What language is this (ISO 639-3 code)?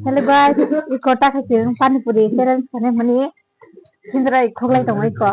trp